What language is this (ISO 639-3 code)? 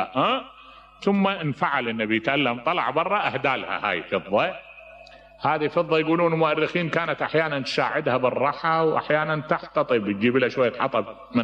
acm